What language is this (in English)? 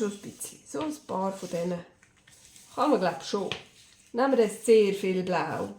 Swiss German